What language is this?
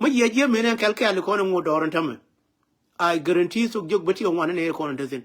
Nuer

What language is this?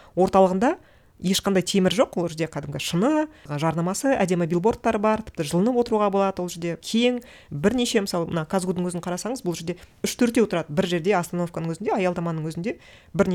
Kazakh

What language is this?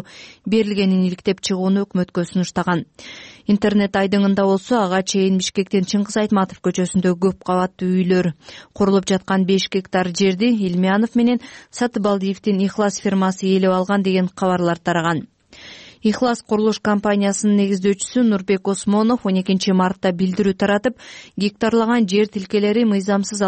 Kyrgyz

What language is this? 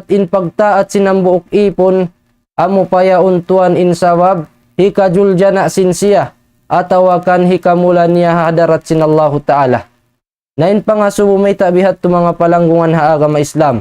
Tausug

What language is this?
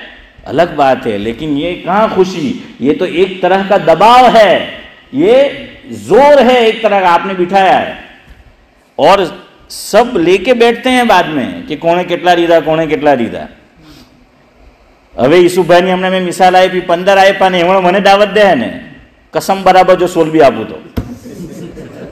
Urdu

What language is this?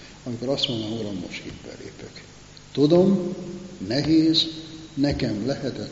Hungarian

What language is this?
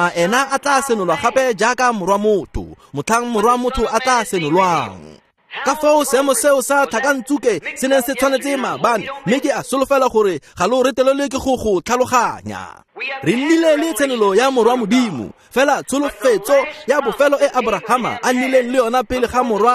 Tswana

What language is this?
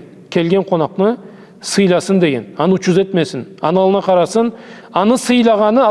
Karachay-Balkar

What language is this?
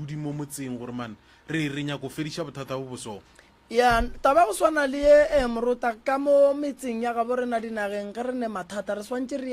Northern Sotho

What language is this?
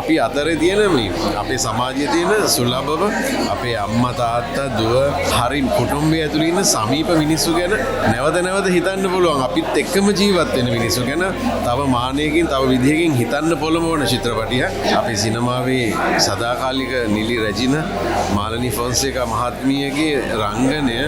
Sinhala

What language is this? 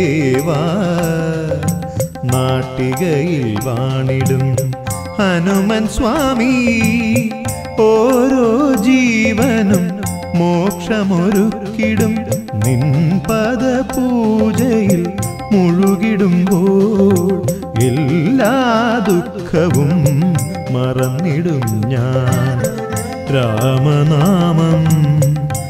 Malayalam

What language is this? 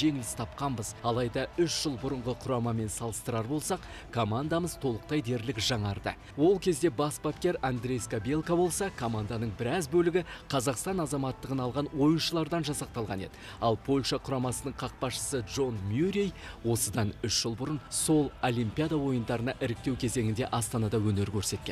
Kazakh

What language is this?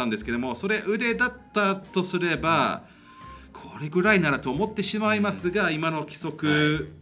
Japanese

